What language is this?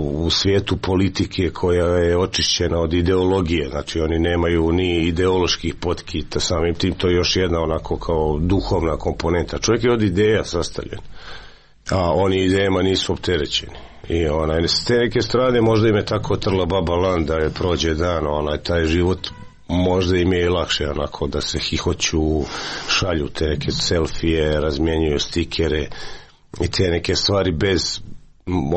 Croatian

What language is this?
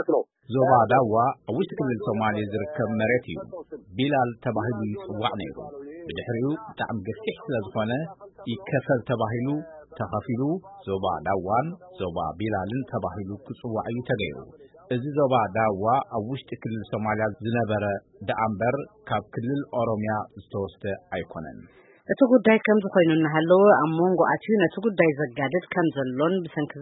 Tigrinya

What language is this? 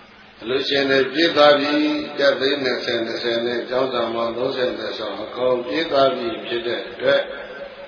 Burmese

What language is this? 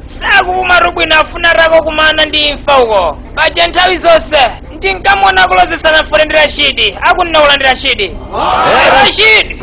Nyanja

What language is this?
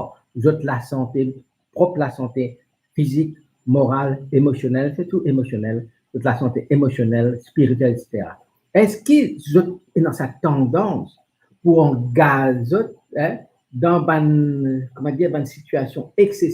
Morisyen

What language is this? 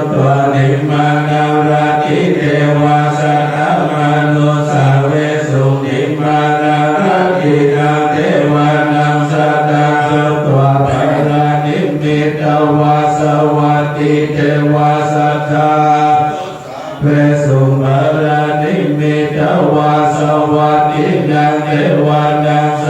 Pali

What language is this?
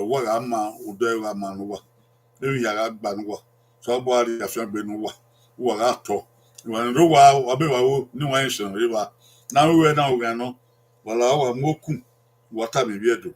Bini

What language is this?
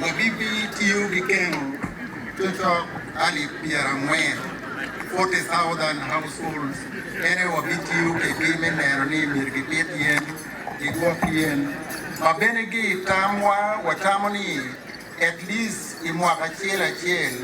Acoli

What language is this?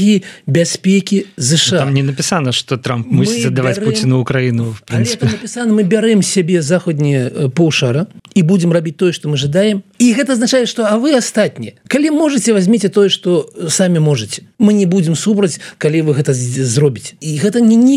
Belarusian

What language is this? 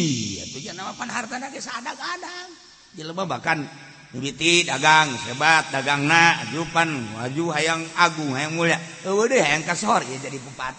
Sundanese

